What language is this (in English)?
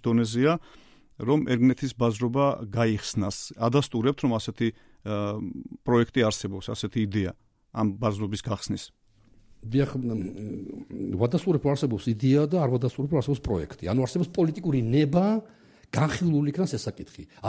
Georgian